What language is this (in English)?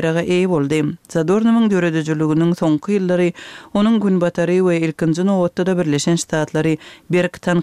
Turkmen